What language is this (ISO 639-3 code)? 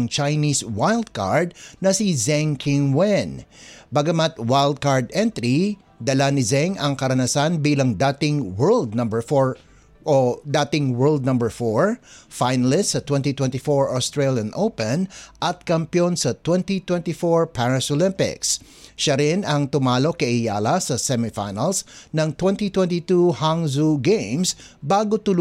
fil